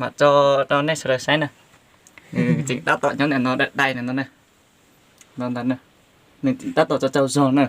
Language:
Hmong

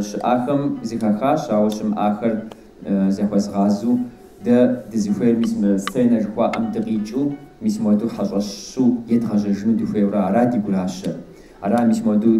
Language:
Kabardian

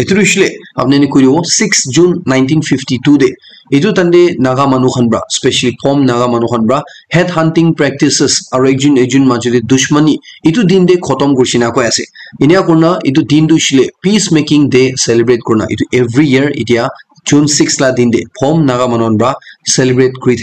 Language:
Naga Pidgin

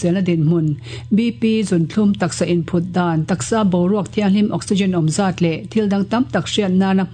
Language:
Mizo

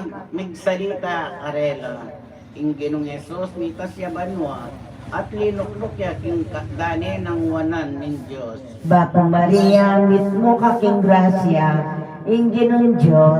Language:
Pampanga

